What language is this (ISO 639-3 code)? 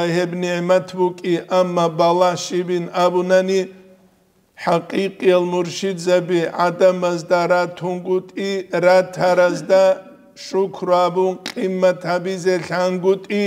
ava